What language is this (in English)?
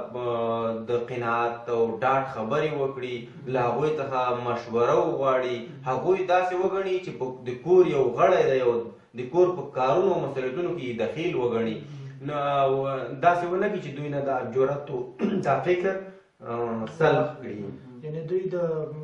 Pashto